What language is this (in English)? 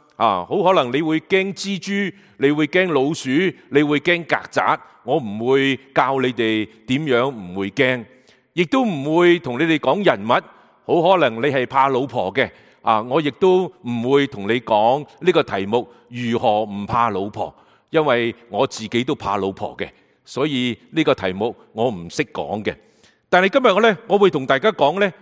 Cantonese